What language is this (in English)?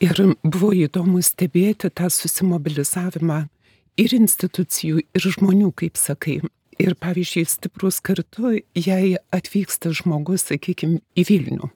Lithuanian